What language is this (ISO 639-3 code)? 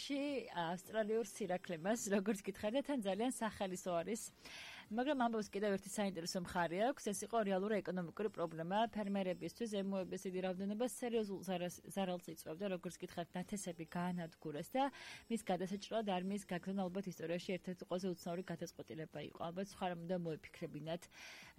kat